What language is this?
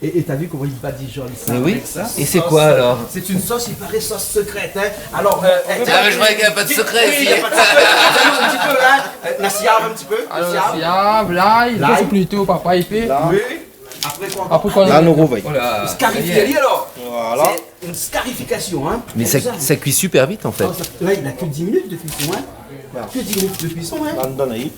Réunion Creole French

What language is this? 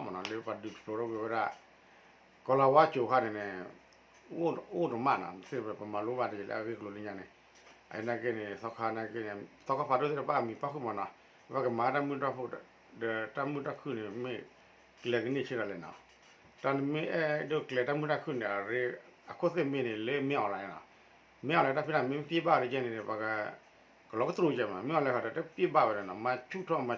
S'gaw Karen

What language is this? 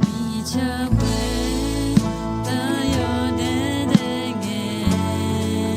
Akha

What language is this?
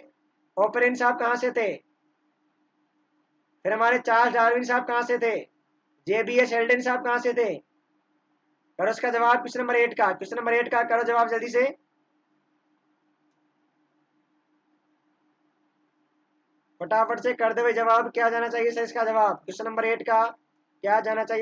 Hindi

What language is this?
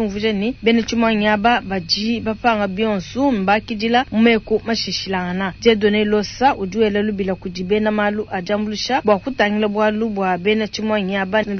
Luba-Lulua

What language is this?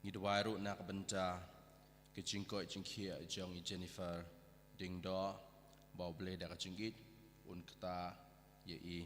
Khasi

